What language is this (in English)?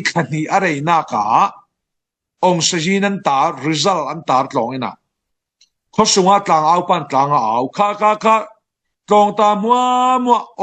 Falam Chin